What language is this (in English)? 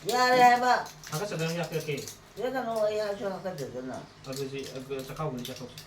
Manipuri